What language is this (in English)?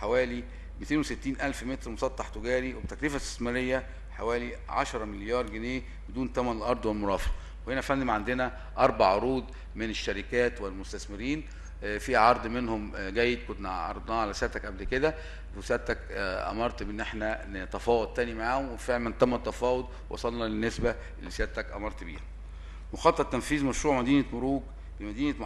Egyptian Arabic